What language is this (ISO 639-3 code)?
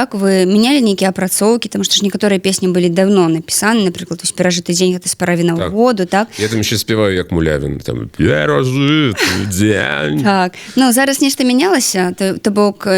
bel